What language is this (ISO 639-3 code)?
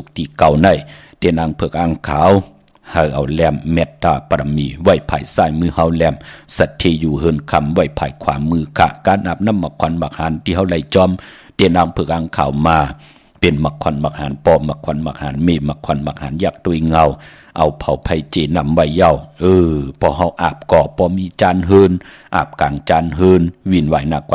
shn